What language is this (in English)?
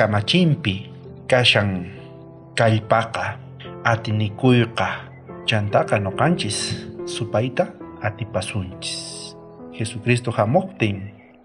South Bolivian Quechua